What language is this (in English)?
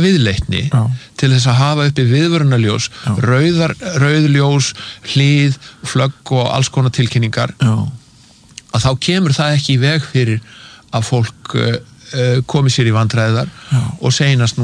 Icelandic